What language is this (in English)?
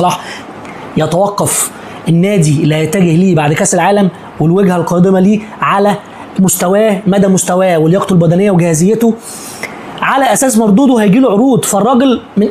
Egyptian Arabic